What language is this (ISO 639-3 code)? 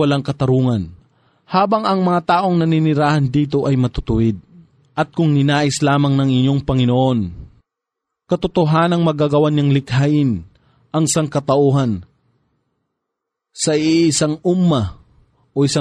fil